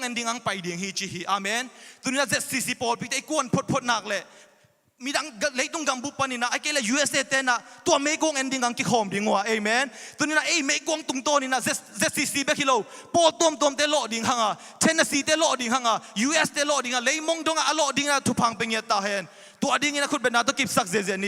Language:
Tedim Chin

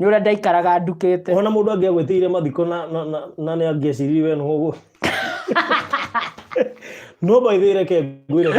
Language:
Kikuyu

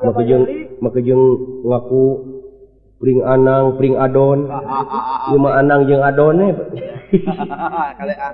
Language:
Sundanese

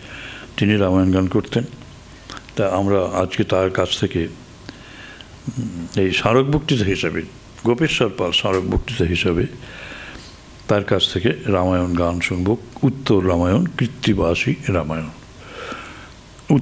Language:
Bangla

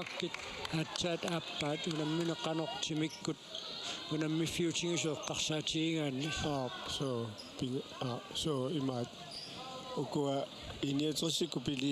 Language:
Kalaallisut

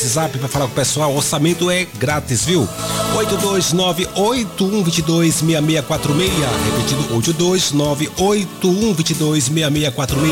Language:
Portuguese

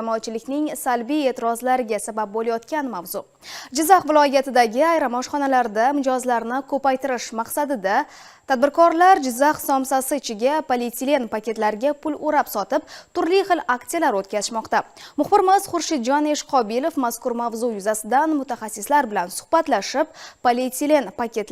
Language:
Uzbek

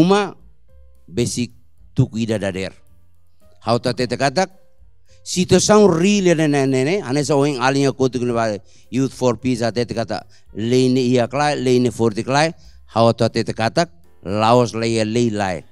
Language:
Tetum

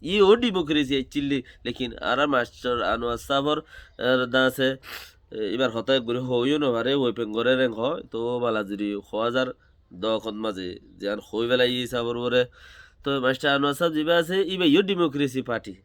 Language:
Rohingya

